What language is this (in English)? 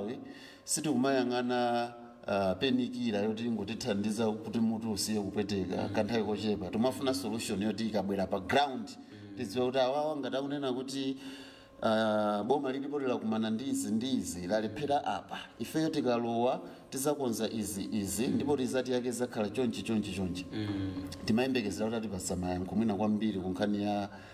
Nyanja